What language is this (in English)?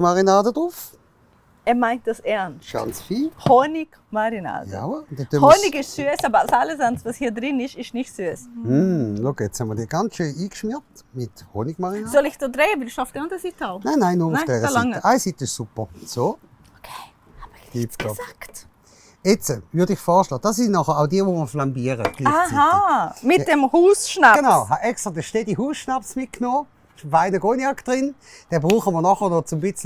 Swiss German